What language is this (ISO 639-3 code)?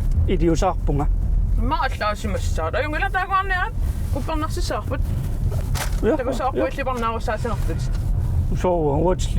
kal